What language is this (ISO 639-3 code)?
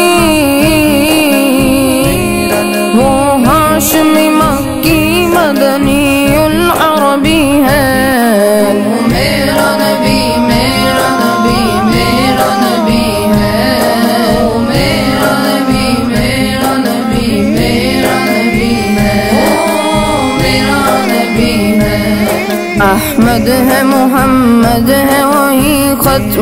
urd